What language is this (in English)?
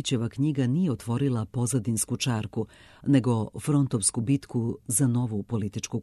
Serbian